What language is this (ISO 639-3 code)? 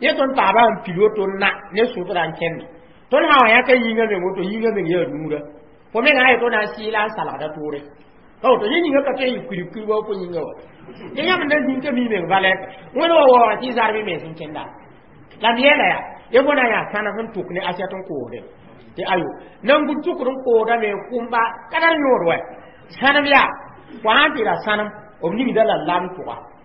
mos